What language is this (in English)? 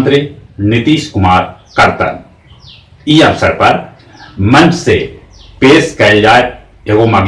Magahi